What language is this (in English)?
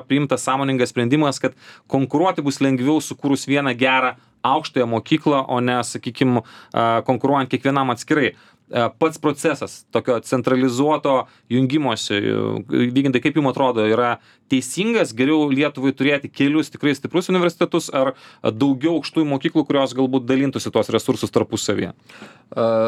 Lithuanian